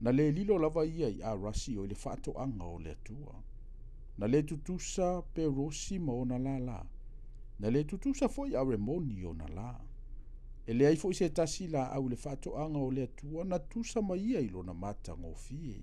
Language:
Samoan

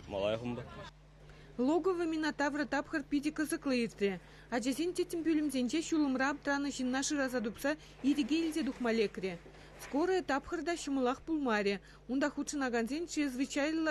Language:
Chuvash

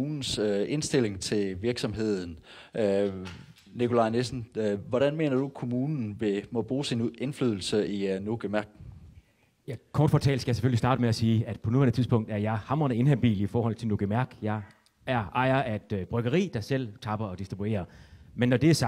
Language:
Danish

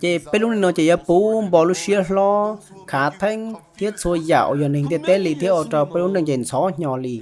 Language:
Hmong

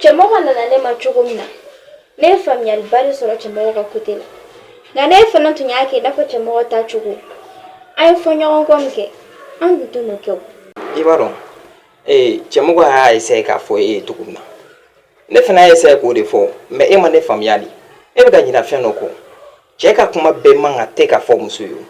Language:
Bambara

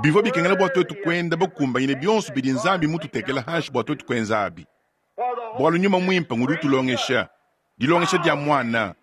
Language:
Luba-Lulua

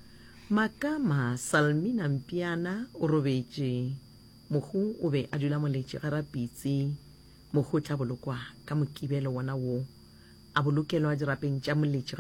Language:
Northern Sotho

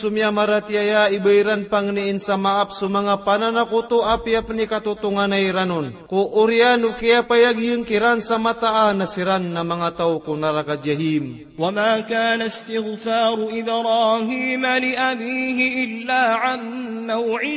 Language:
Maranao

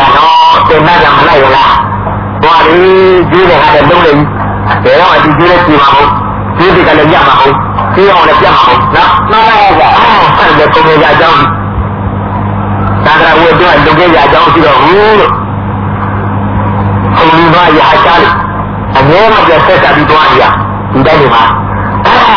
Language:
Burmese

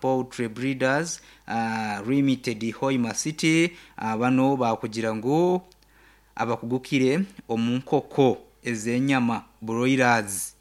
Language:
Nyankole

